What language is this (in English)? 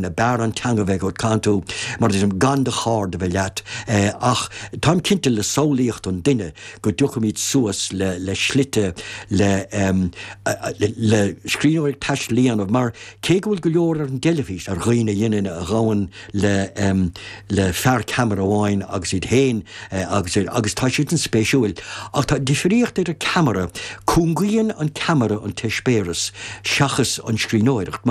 Irish